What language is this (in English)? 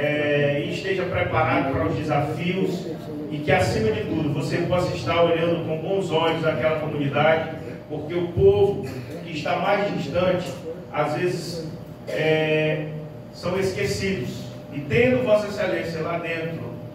Portuguese